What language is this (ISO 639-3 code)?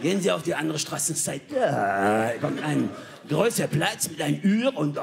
gsw